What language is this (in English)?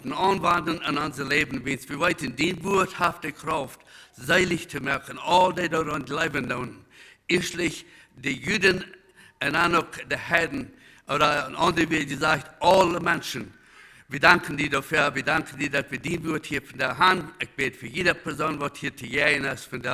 Plautdietsch